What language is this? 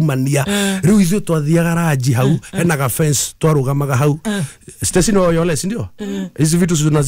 Kikuyu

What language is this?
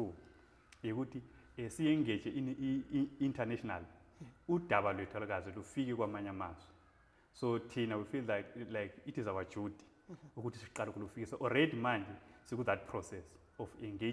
Zulu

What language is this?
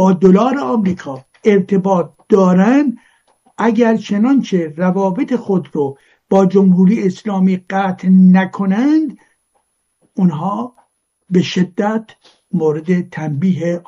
Persian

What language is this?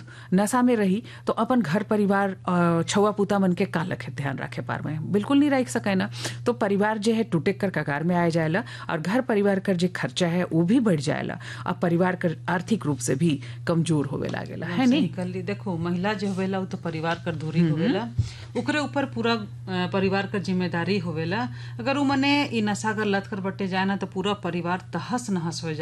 Sadri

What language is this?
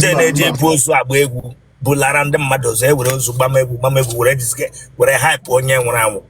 Igbo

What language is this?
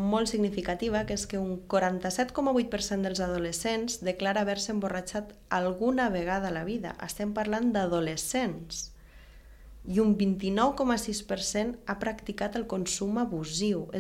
Catalan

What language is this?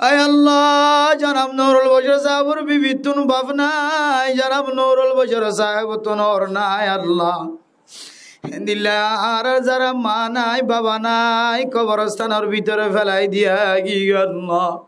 Rohingya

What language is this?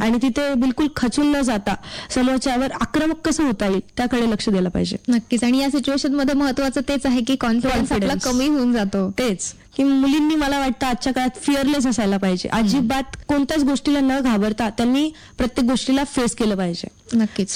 Marathi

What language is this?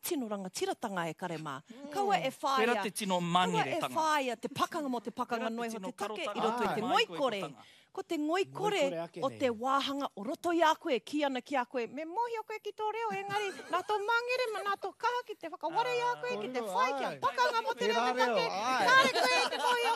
Māori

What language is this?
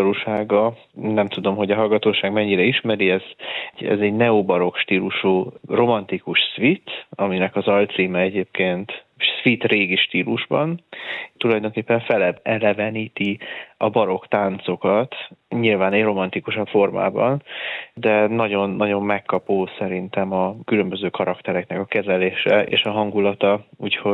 Hungarian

